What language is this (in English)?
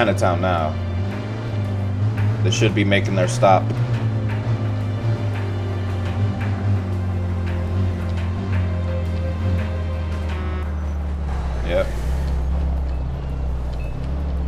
English